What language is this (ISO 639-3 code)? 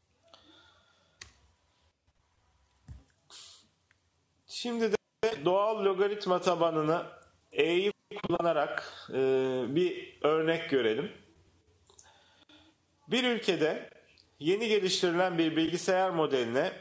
tur